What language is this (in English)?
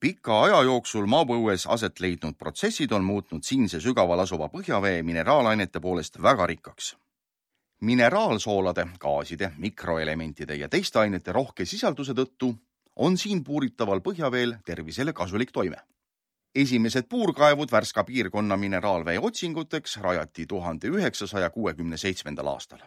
Estonian